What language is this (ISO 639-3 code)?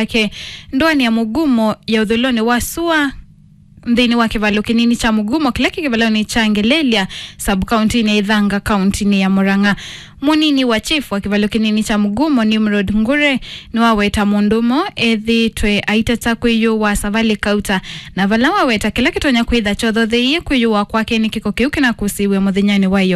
kam